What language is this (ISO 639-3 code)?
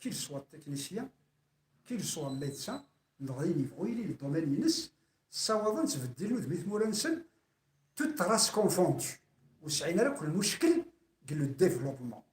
kab